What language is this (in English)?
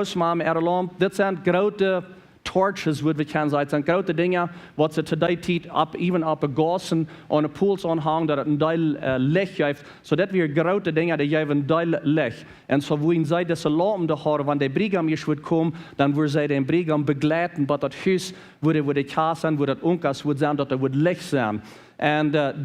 Plautdietsch